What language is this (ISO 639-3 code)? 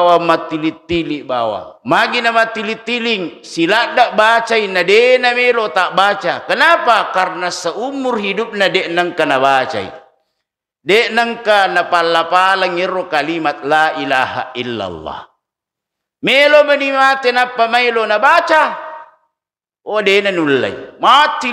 bug